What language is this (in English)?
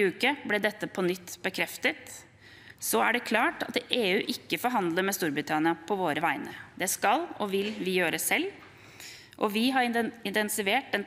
Norwegian